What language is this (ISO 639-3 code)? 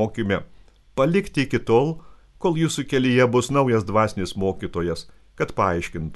lit